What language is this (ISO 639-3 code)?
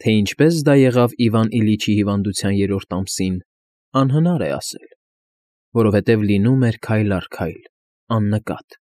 hye